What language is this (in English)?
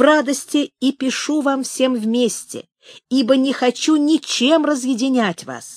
Russian